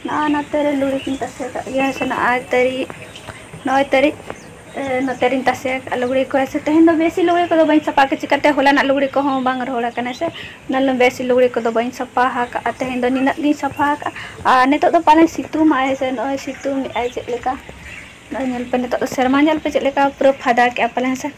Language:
Santali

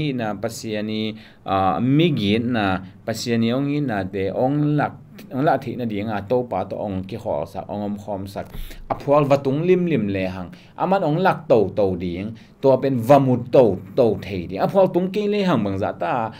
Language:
Tedim Chin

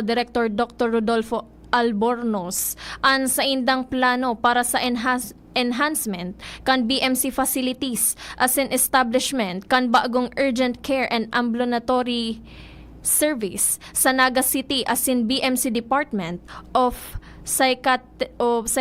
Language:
Bikol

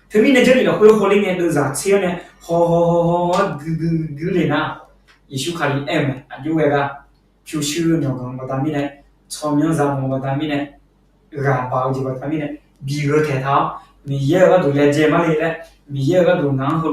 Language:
Akha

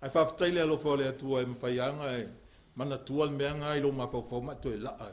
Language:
Samoan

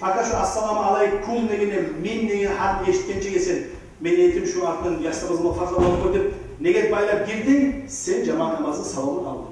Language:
Kumyk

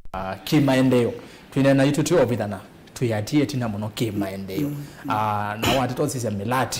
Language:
Kamba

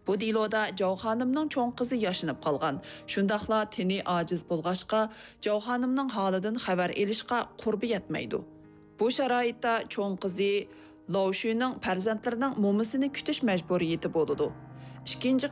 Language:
Uyghur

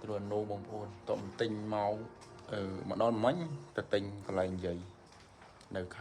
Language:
Khmer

